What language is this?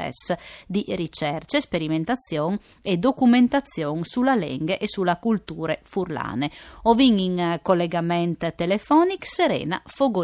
Friulian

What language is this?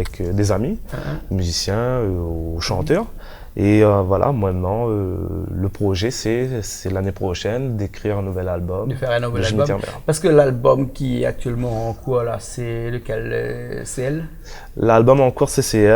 Réunion Creole French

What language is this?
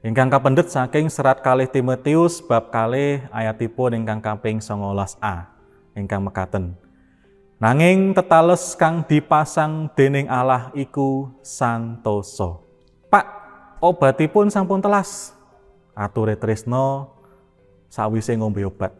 Javanese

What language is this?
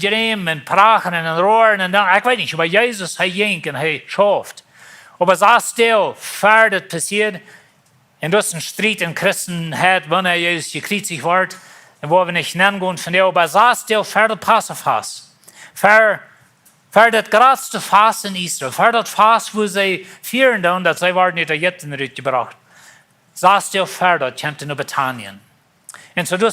Plautdietsch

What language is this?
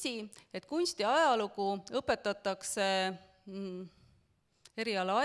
Estonian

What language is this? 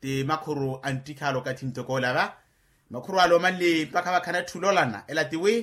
Makhuwa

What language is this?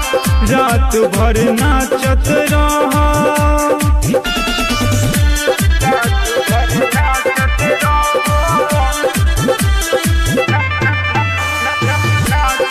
Bhojpuri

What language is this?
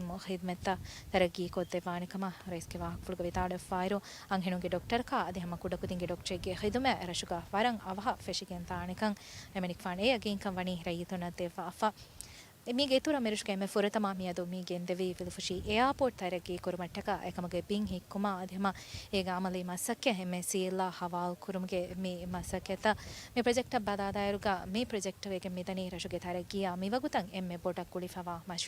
Divehi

